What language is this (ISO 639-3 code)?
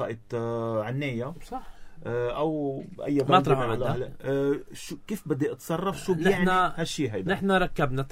apc